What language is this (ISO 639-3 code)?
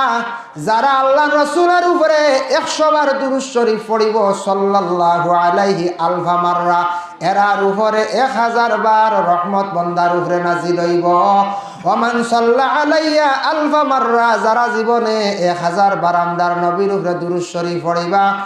syl